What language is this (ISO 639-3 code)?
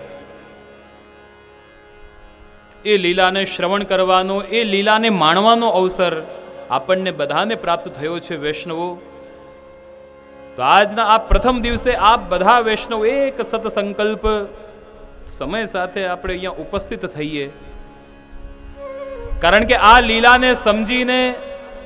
guj